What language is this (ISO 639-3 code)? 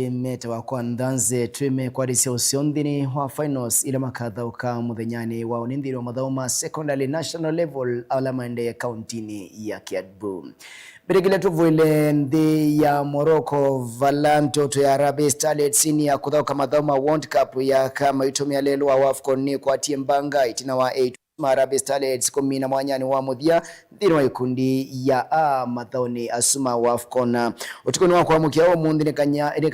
kam